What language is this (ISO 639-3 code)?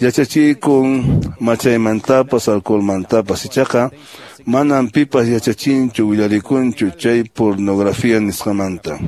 que